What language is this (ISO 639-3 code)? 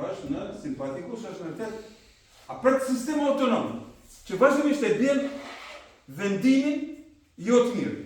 sqi